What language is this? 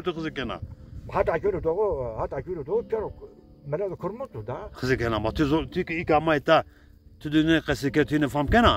Zaza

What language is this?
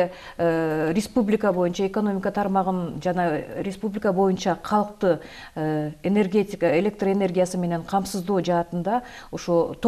Kyrgyz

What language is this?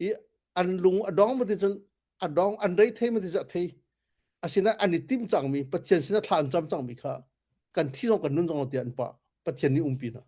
Hakha Chin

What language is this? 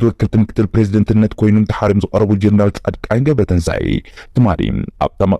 Tigrinya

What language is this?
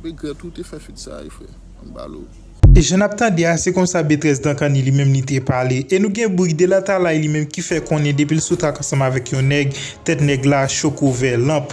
Haitian Creole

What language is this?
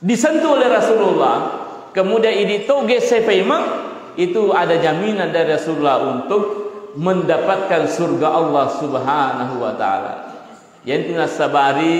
Buginese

